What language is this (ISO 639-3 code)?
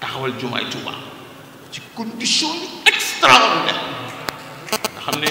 wol